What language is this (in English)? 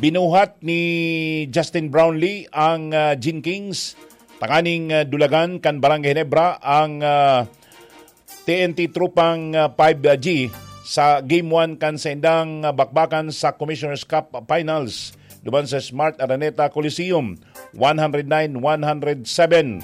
Bikol